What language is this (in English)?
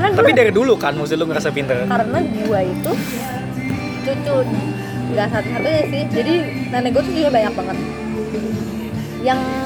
Indonesian